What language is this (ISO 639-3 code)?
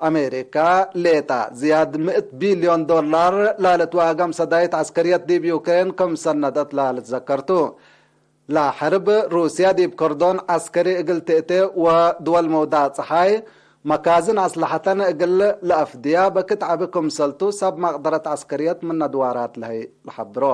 tig